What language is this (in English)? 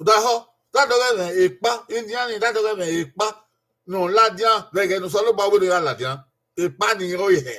Bini